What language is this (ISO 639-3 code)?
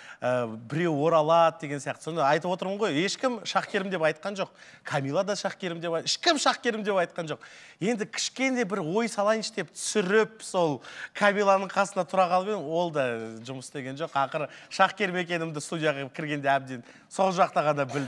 kaz